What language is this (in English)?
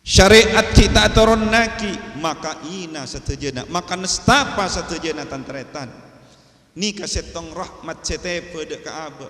Madurese